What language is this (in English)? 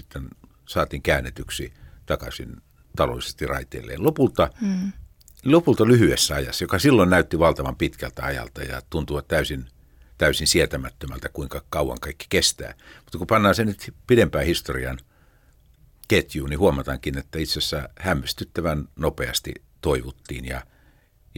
Finnish